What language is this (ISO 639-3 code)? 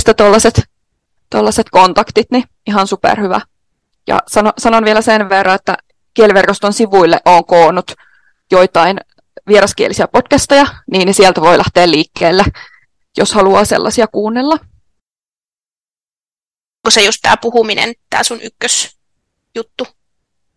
fin